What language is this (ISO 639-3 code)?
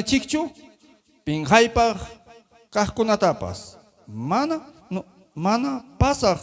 quy